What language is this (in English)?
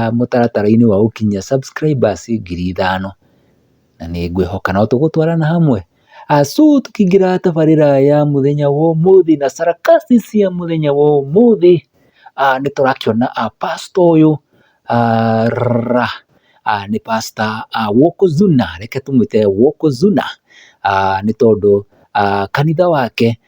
Kikuyu